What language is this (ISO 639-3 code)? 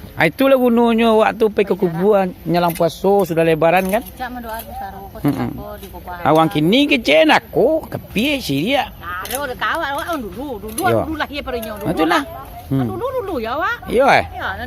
min